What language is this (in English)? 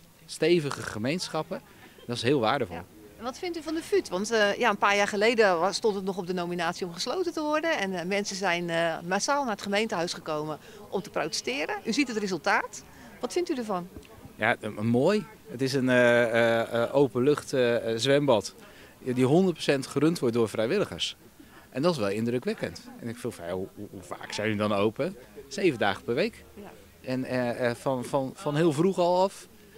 Dutch